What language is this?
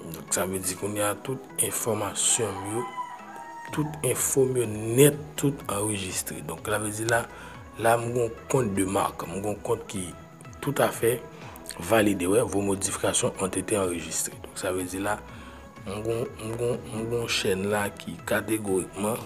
Haitian Creole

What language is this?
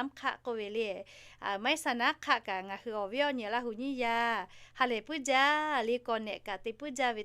Lahu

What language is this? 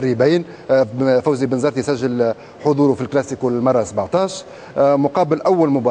Tunisian Arabic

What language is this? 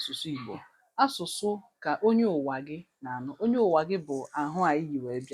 Igbo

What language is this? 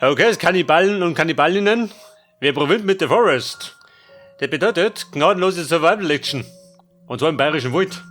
Bavarian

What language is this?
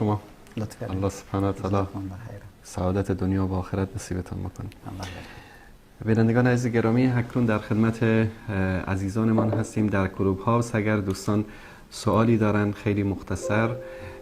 Persian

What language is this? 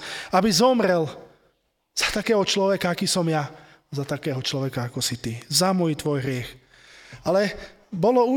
Slovak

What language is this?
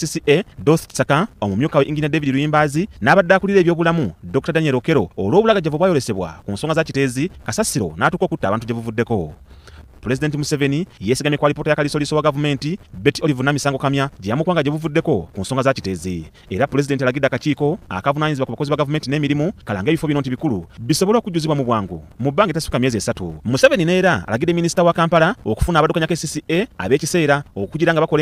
Ganda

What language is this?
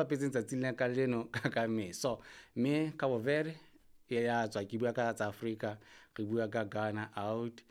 Southern Sotho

